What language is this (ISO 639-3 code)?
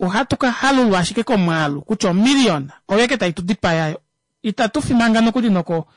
kua